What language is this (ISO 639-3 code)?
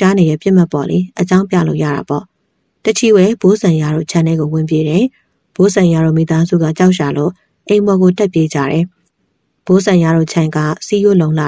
mya